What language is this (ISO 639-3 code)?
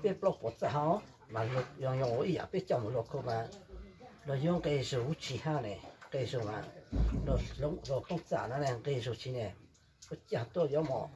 hmn